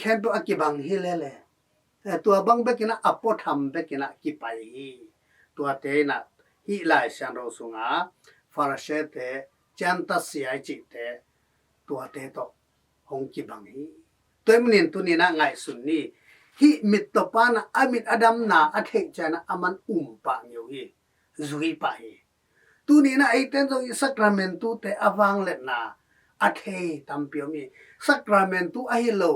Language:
Tedim Chin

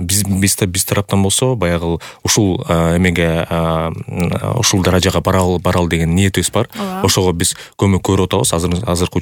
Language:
Kyrgyz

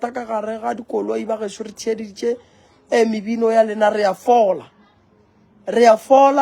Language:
Northern Sotho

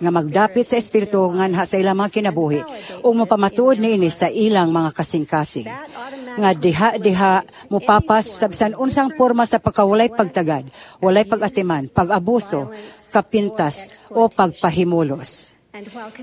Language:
Cebuano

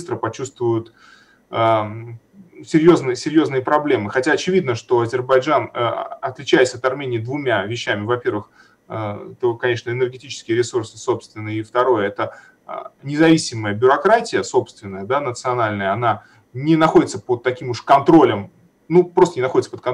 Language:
Russian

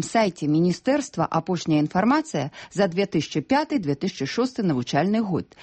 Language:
Belarusian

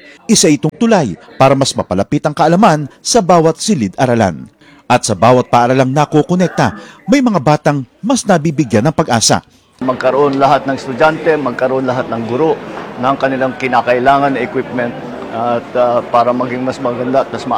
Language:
Filipino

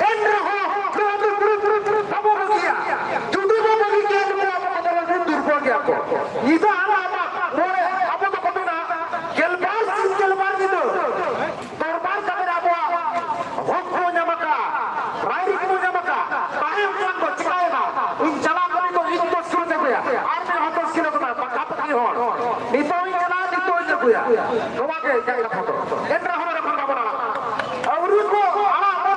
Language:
Santali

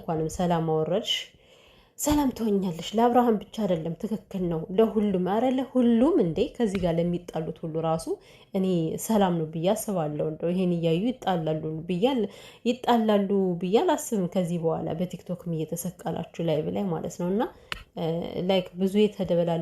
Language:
Amharic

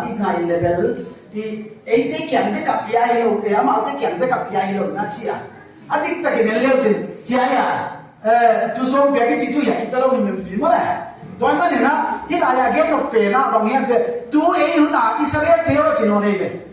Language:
Paite Chin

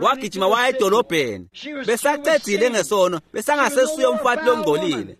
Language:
Swati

